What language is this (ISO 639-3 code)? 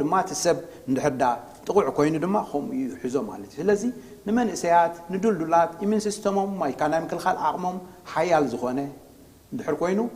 tir